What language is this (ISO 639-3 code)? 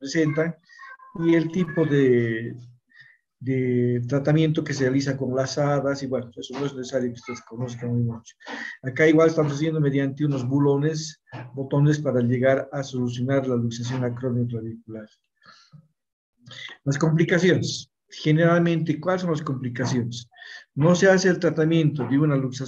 spa